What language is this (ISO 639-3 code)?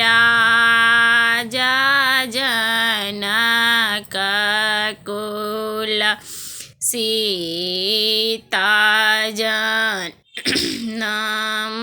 mai